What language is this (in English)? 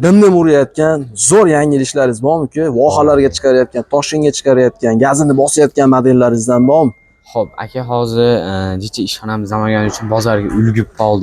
Uzbek